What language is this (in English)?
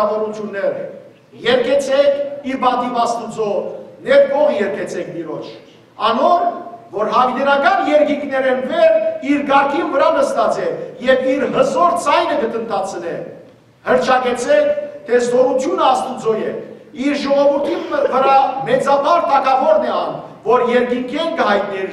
Western Armenian